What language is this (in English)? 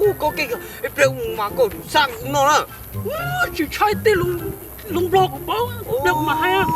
Hmong